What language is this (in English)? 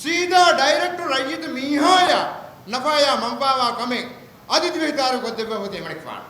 Divehi